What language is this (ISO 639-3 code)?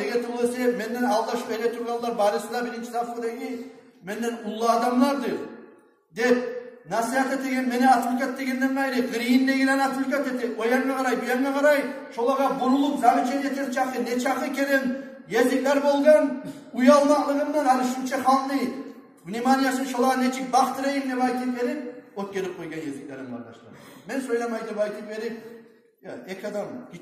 kum